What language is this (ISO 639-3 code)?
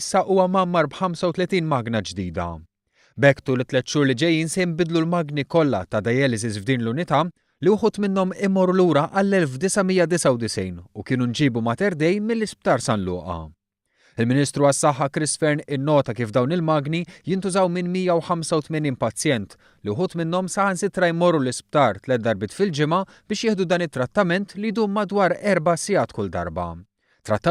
mlt